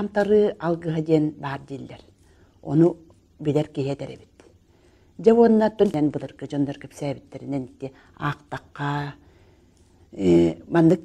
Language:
Yakut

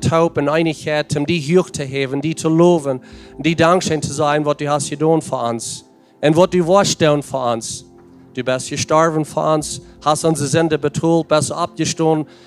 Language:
Plautdietsch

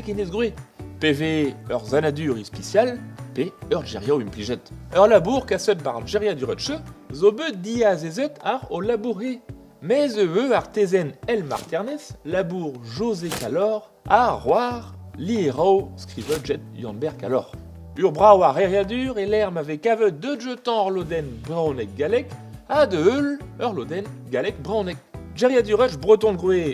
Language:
Breton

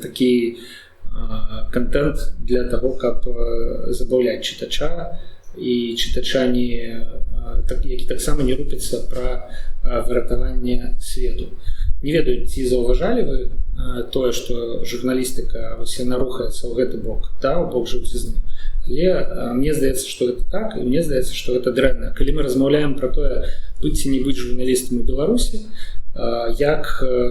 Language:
Belarusian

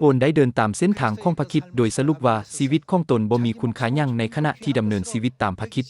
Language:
Lao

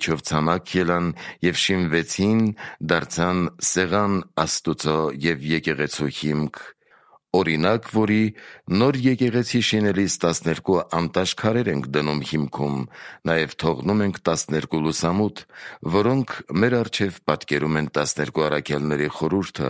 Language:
Armenian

